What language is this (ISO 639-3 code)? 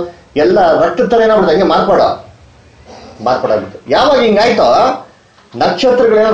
kan